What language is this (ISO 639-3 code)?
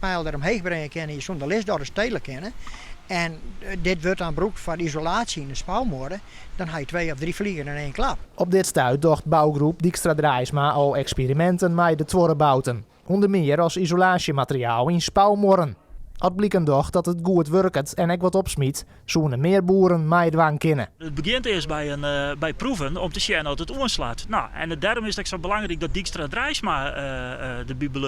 fry